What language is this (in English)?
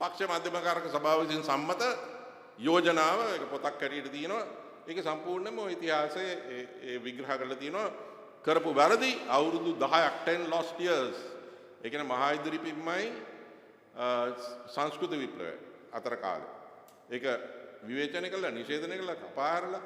Sinhala